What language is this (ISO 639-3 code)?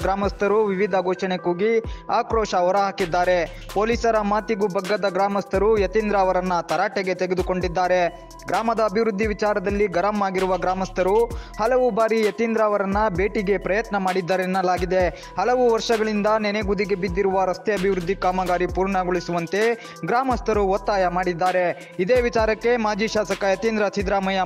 kan